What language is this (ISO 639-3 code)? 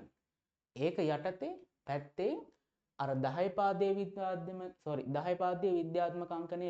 sin